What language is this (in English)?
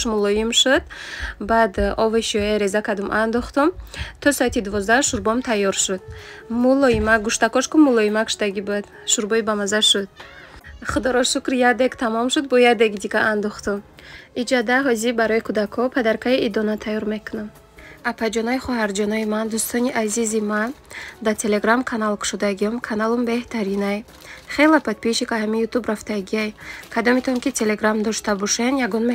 Tajik